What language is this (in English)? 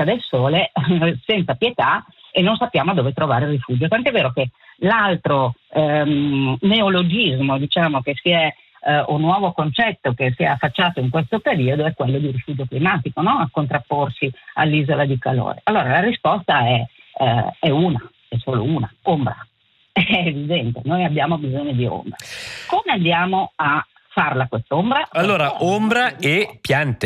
Italian